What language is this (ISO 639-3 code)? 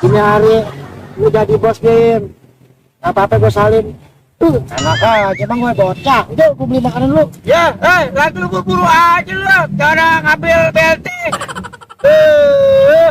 bew